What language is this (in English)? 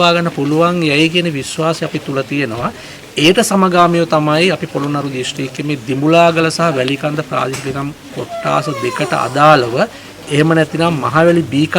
Sinhala